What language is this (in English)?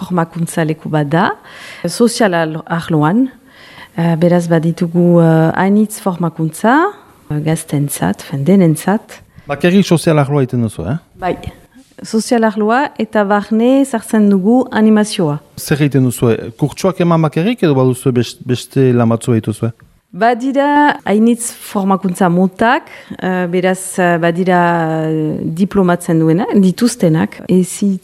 Basque